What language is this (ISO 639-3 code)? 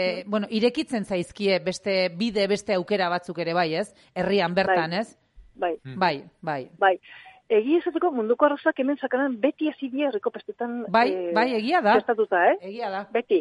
eus